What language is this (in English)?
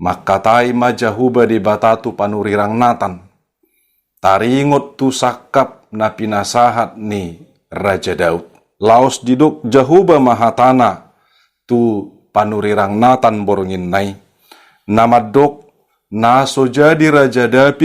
Batak Toba